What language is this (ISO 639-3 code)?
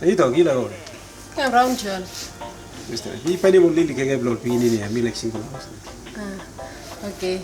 tpi